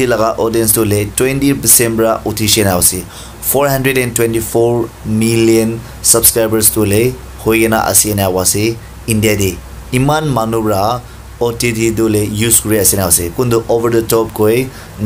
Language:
Naga Pidgin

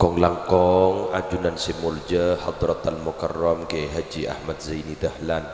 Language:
Madurese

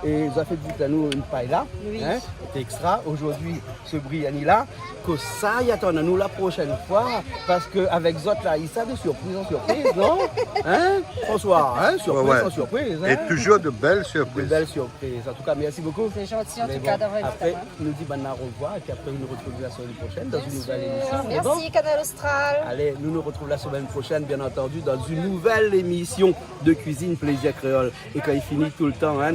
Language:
Réunion Creole French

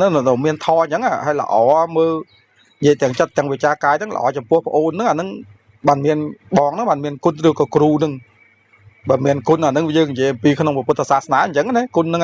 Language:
Khmer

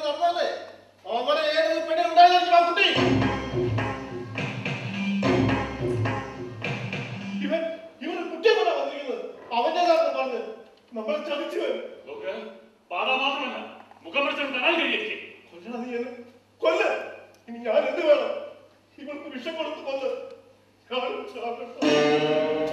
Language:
Malayalam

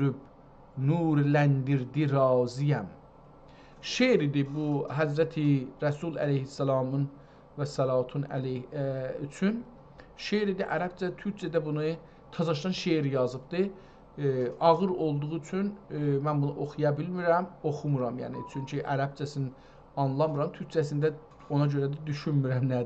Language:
South Azerbaijani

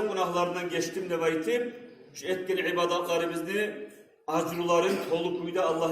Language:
Kumyk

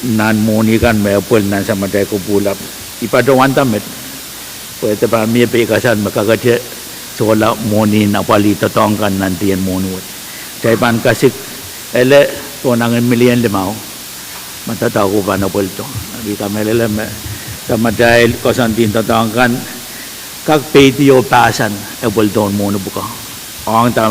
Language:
Pohnpeian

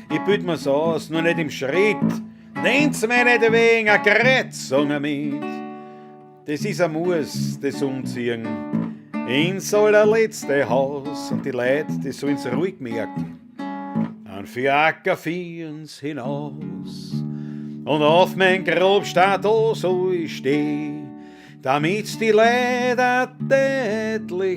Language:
Bavarian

